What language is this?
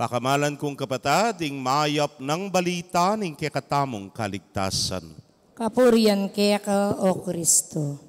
Pampanga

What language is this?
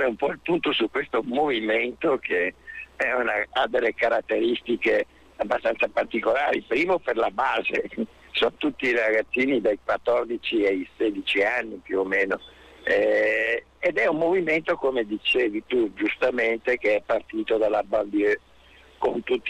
Italian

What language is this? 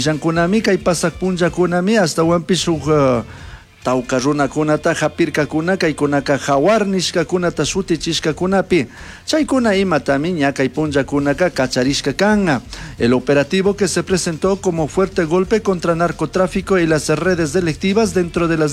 Chimborazo Highland Quichua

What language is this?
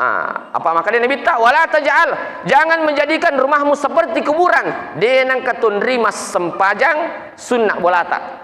Buginese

